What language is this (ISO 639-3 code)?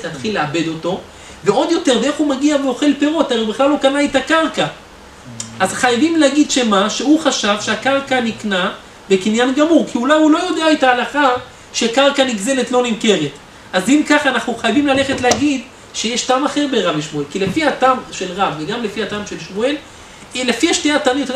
heb